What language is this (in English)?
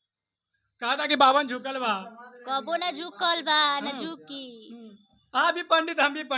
Bhojpuri